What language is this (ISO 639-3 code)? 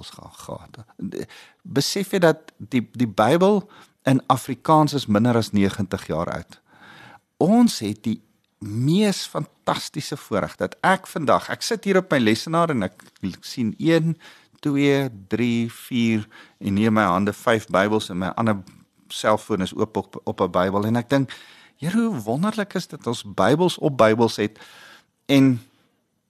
afr